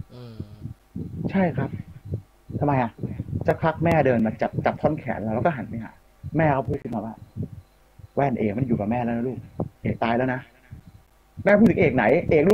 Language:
Thai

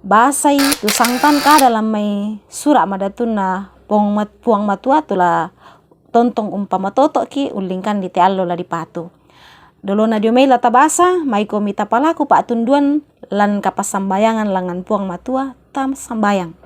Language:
Toraja-Sa'dan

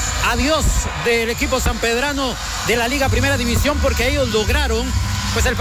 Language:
Spanish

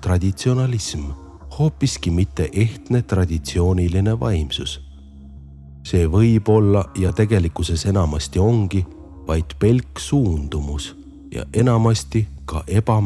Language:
Estonian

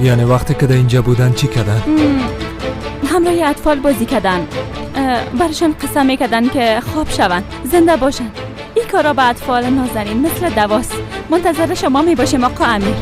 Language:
Persian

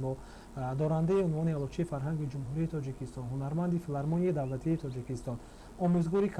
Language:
Tajik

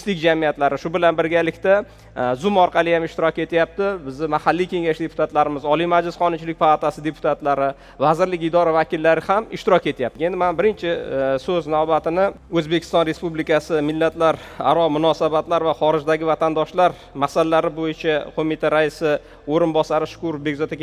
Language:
Uzbek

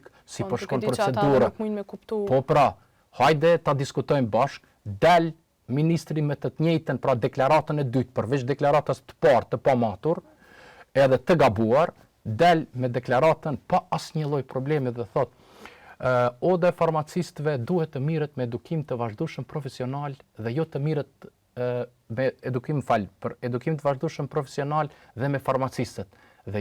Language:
Albanian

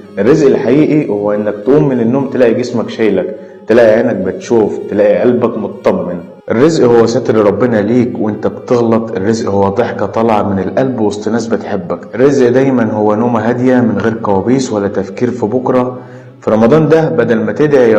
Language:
Egyptian Arabic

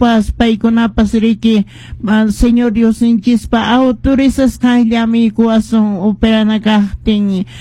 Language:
Quechua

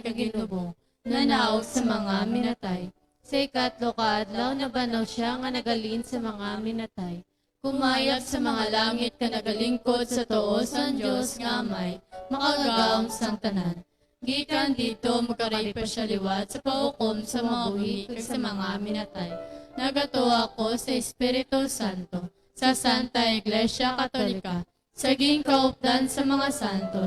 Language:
Hiligaynon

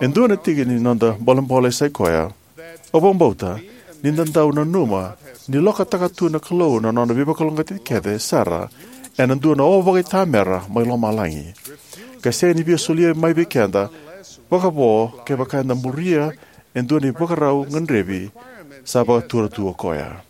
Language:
Fijian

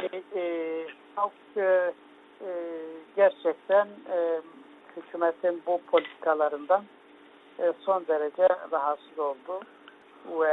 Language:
Turkish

